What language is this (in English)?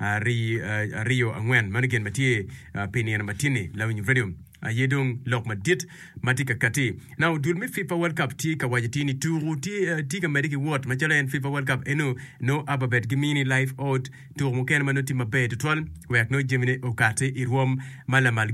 Acoli